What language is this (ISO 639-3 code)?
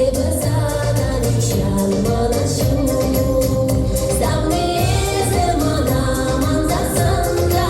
chv